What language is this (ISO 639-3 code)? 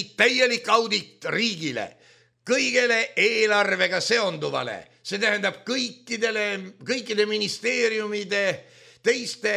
est